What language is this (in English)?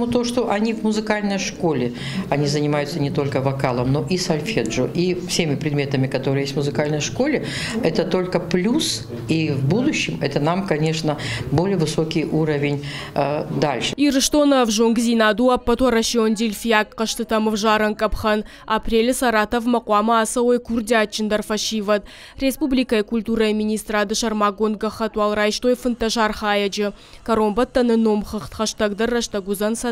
Ossetic